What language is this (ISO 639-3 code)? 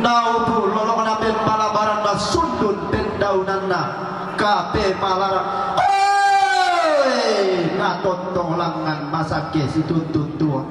sda